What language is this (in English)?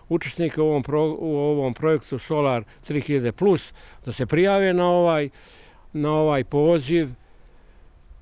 Bosnian